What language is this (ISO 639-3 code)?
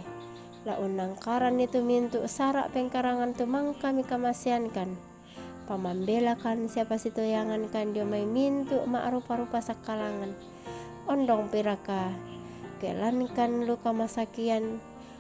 sda